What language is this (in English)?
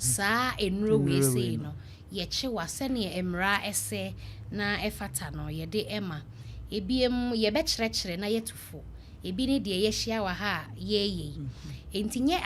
Akan